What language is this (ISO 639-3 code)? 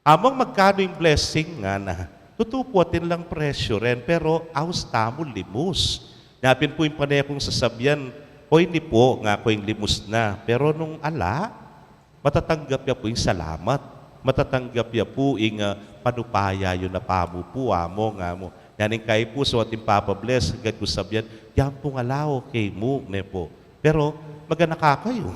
pam